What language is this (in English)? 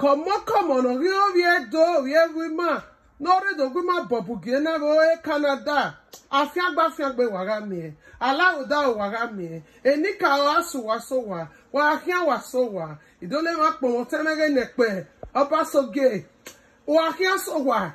Bini